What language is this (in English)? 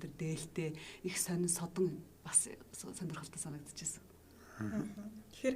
Mongolian